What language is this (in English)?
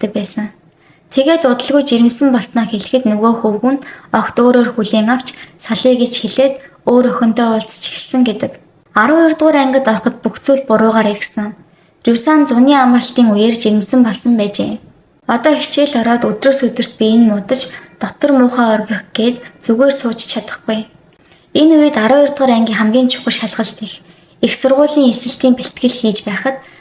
Mongolian